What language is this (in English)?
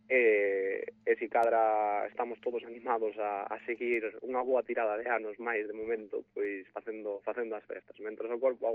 Galician